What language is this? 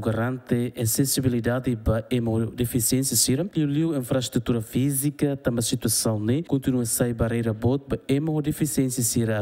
Tetum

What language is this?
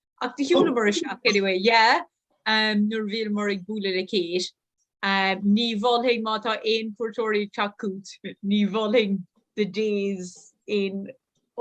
Irish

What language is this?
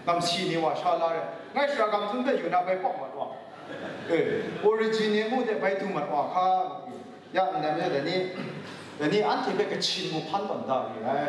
Kachin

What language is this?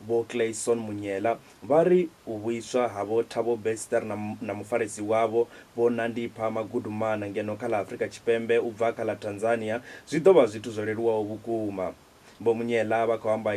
Venda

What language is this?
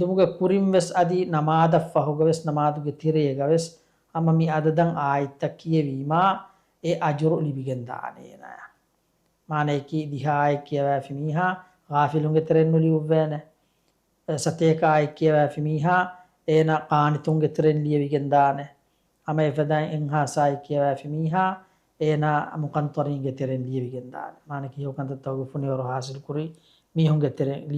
Divehi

